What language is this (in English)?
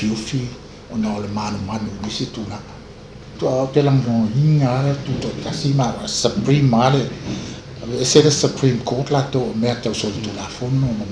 Samoan